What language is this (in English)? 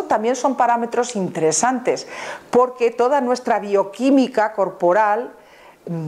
Spanish